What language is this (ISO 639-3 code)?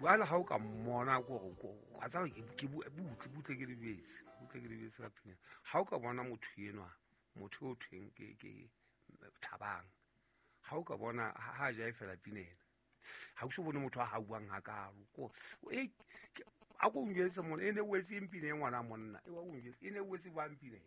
sot